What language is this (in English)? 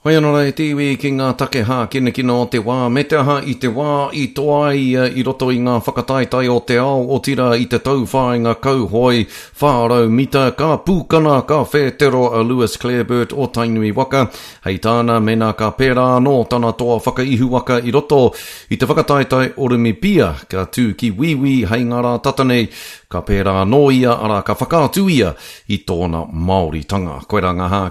Māori